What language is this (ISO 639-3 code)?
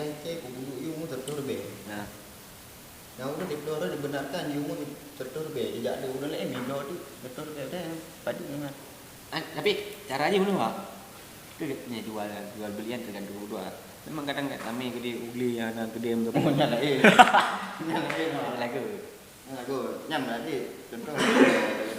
ace